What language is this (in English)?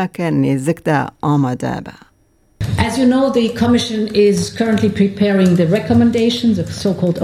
Kurdish